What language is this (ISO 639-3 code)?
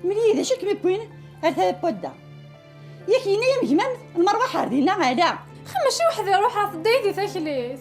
kab